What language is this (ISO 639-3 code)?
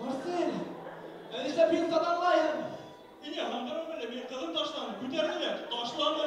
bak